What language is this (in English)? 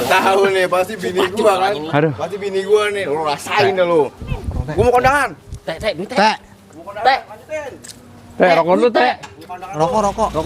Betawi